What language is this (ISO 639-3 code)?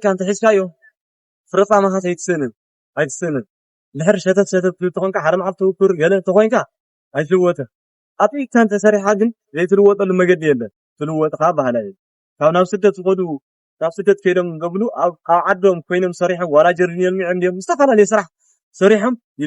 tir